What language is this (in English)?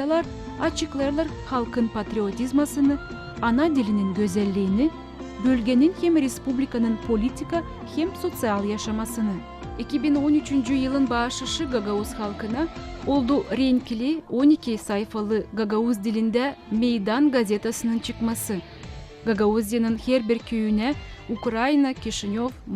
Gagauz